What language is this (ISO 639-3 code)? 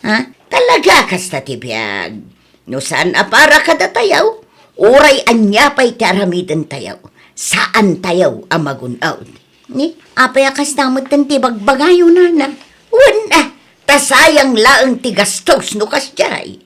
ilo